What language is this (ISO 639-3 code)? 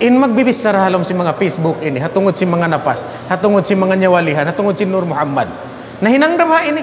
tsg